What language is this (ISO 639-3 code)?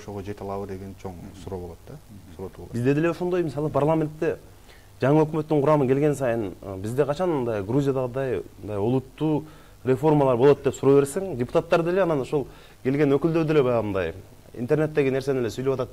kir